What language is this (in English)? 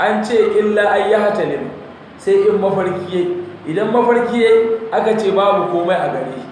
Hausa